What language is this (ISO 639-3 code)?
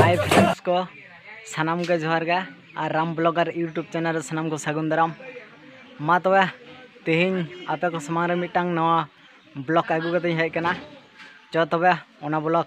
sat